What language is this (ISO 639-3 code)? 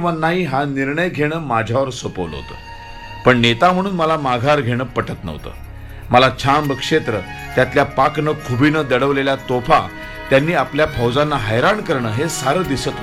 mar